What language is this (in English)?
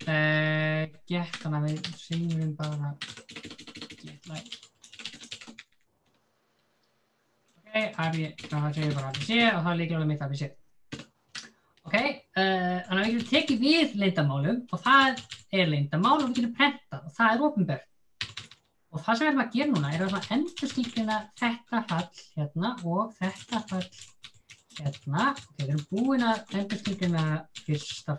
Icelandic